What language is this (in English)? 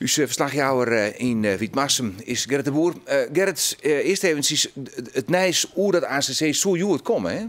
Western Frisian